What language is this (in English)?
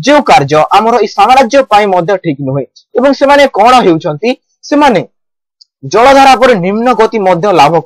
Odia